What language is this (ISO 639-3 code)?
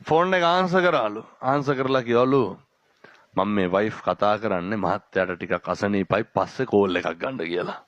sin